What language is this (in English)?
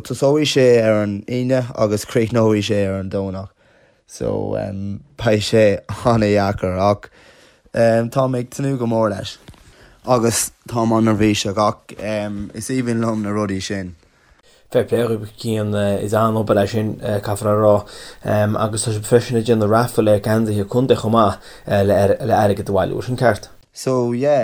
Irish